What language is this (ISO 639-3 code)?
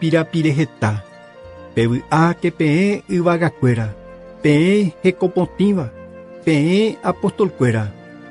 grn